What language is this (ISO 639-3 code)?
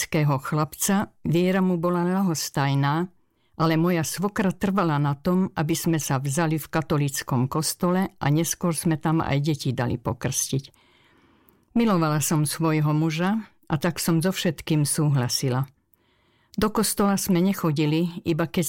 slk